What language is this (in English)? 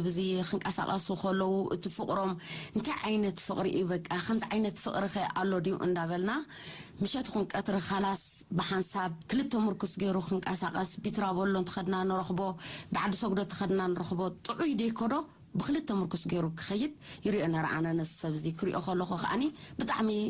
Tigrinya